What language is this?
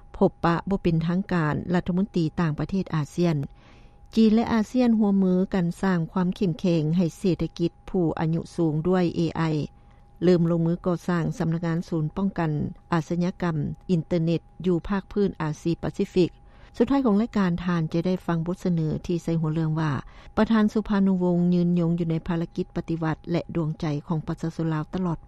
Lao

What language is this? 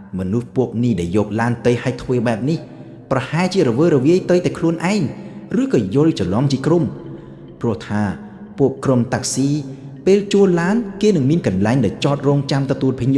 Khmer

